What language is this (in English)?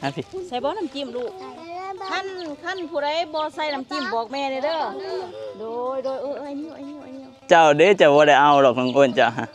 Northeastern Thai